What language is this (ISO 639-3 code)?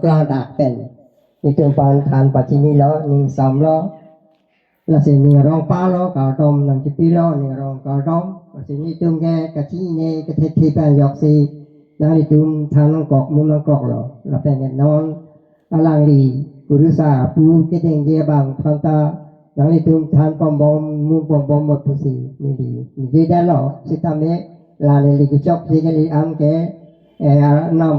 mjw